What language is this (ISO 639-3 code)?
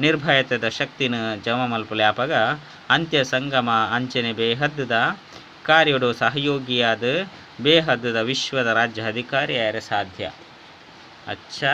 tcy